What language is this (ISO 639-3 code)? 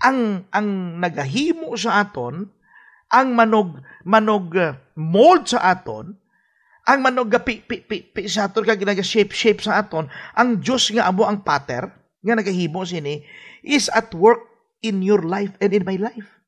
hil